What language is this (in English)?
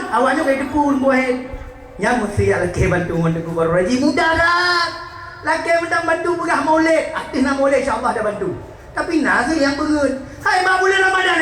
Achinese